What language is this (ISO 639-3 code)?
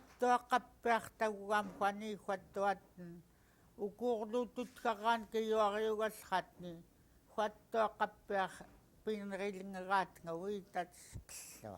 esu